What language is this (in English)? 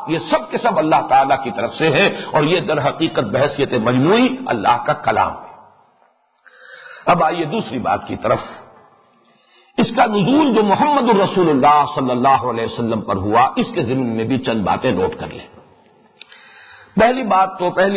Urdu